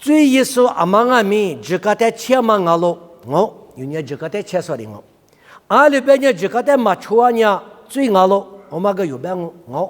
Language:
Lisu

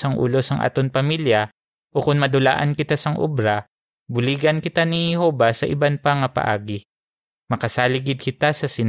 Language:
Hiligaynon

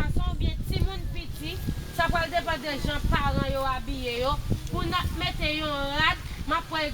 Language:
Haitian Creole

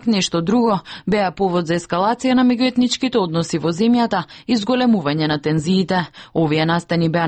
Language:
Macedonian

